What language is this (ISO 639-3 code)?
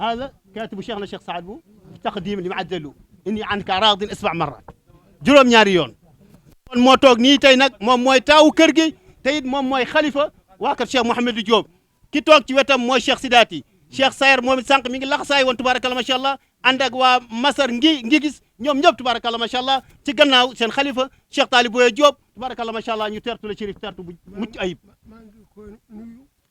wol